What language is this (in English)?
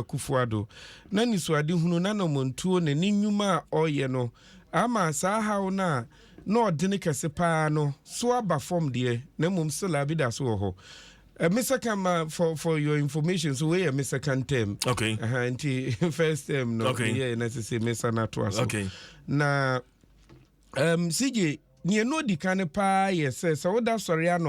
Akan